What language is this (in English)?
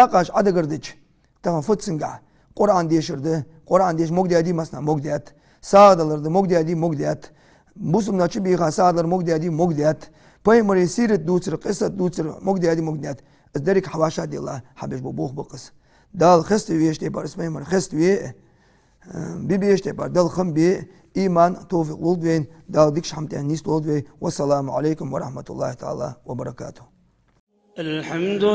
Ingush